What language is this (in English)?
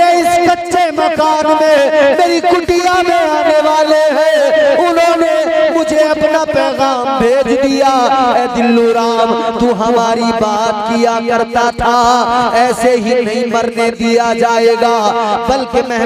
Hindi